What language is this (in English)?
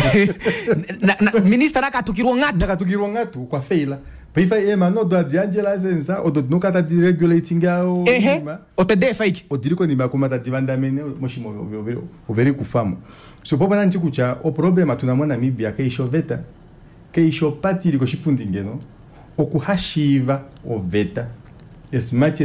Kuanyama